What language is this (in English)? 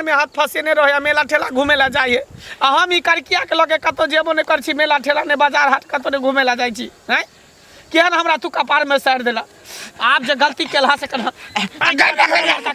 Maithili